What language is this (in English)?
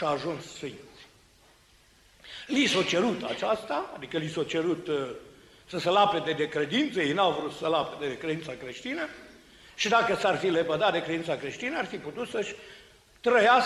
Romanian